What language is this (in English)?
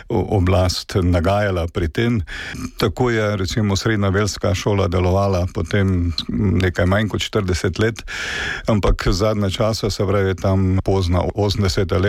Slovenian